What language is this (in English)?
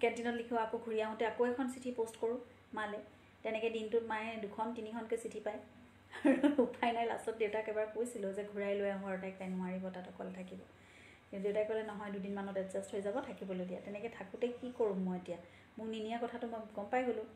Assamese